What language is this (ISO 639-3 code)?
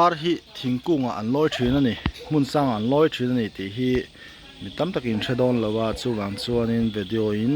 lus